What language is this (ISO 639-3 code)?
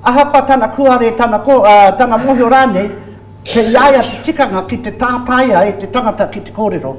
mri